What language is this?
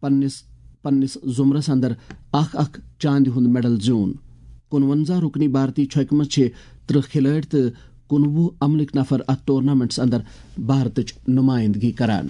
Kashmiri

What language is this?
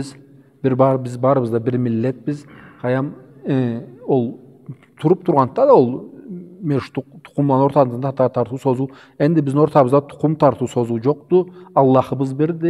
Karachay-Balkar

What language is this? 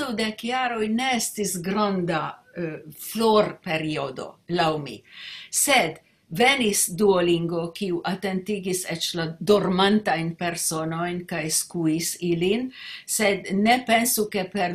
Esperanto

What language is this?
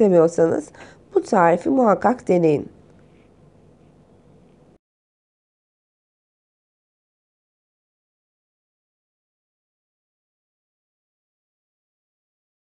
Turkish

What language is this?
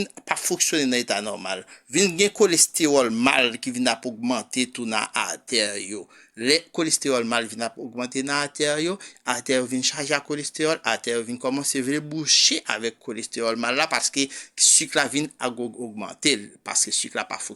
Haitian Creole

